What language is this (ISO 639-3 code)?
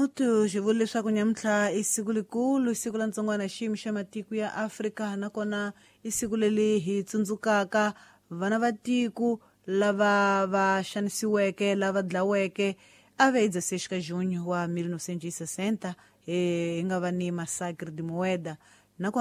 tso